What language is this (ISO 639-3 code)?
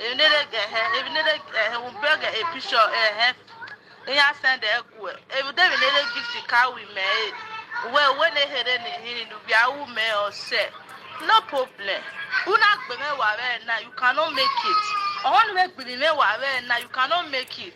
pcm